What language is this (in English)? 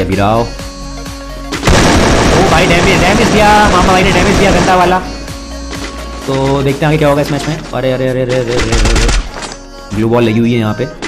Hindi